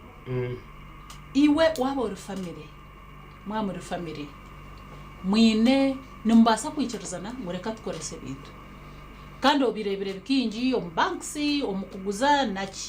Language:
Nyankole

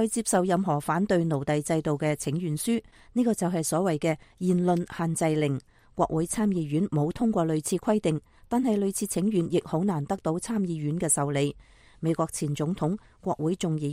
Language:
Cantonese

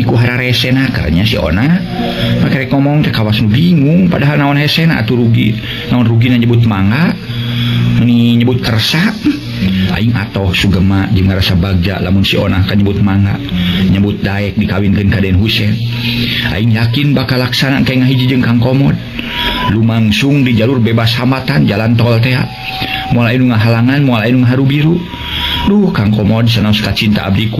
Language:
Sundanese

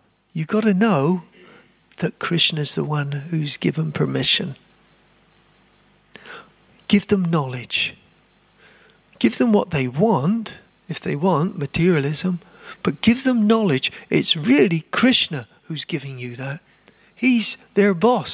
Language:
English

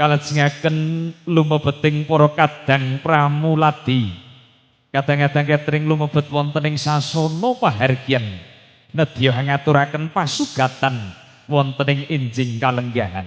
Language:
Javanese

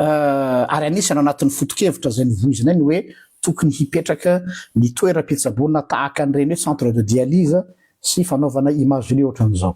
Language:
Malagasy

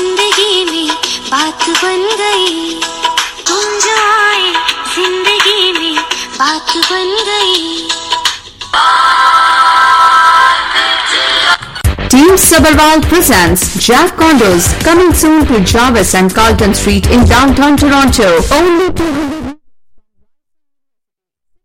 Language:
Punjabi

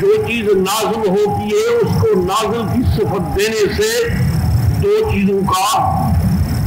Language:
Urdu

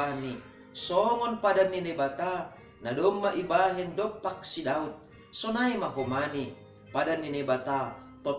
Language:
Batak Simalungun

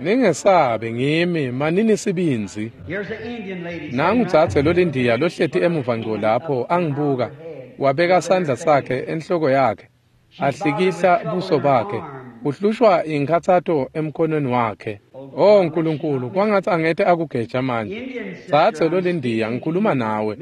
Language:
Swati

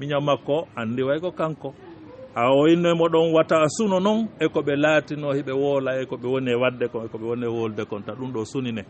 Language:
Fula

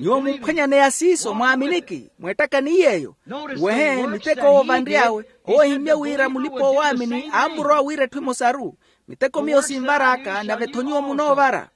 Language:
Makhuwa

